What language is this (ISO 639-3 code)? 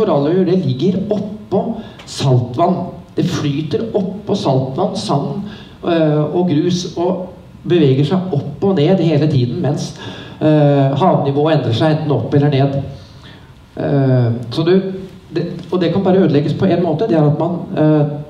nor